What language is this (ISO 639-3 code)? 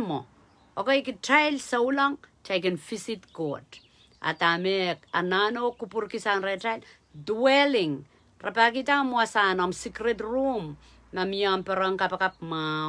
pon